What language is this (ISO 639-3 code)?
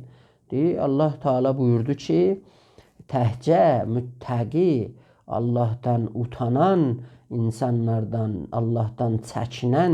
azb